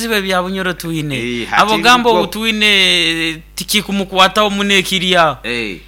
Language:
Nyankole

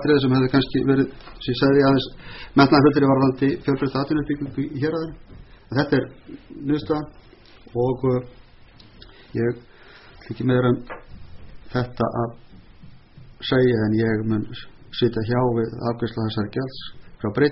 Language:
Icelandic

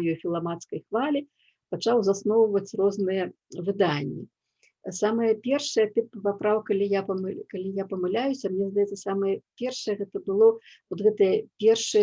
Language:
Belarusian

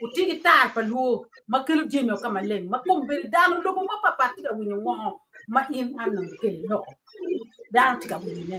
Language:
Acoli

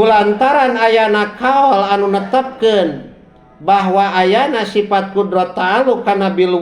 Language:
Sundanese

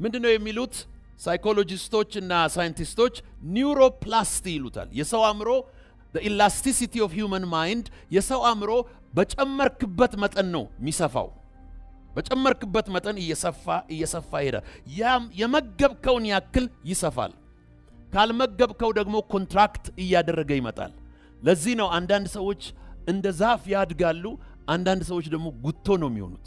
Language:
Amharic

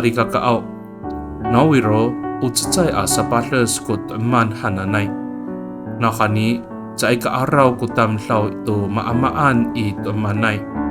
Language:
Amis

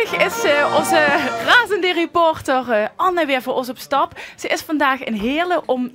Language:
Limburgish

